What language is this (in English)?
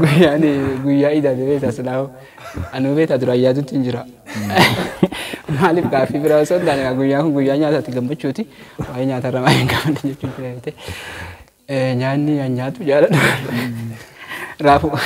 Oromo